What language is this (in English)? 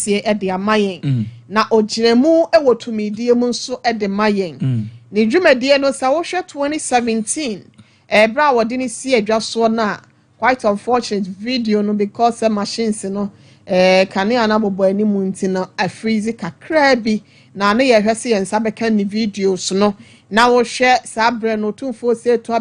Akan